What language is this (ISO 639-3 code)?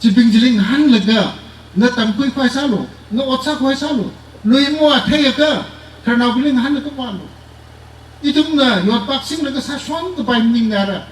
nmf